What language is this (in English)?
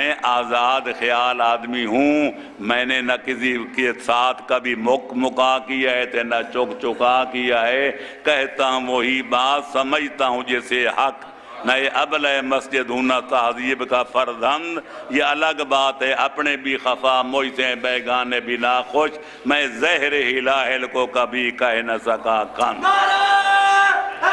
Urdu